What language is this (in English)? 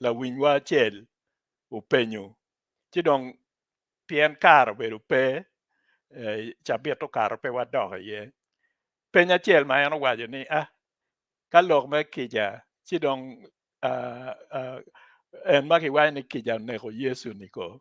Acoli